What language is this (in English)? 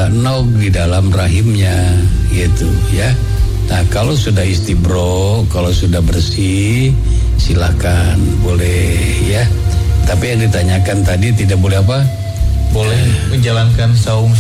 Indonesian